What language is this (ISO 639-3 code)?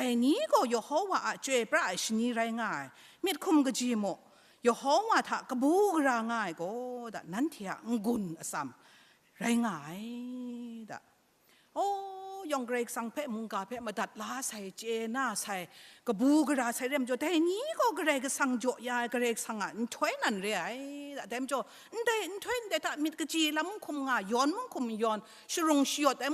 kac